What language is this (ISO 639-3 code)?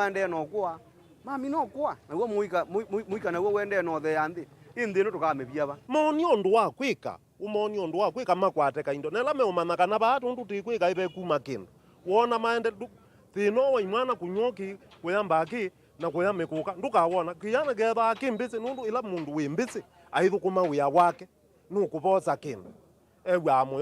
kam